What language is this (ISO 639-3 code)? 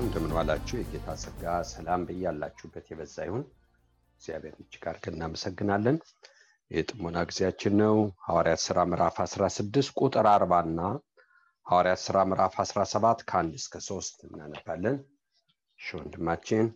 amh